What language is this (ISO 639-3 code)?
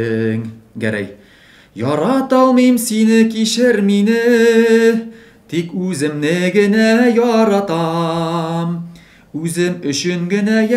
tat